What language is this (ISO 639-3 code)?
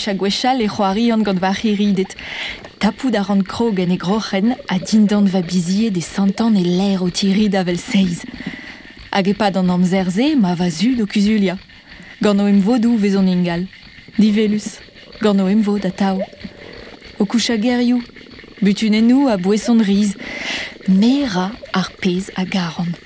bre